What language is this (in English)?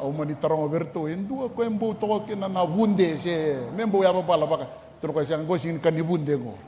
Fijian